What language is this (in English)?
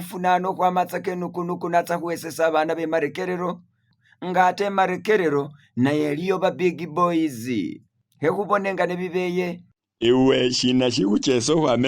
Masaaba